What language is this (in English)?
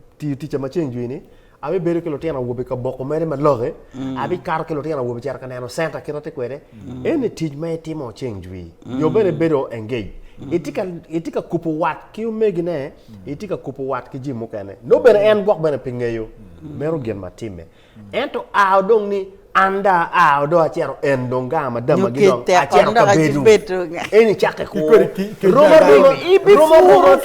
Acoli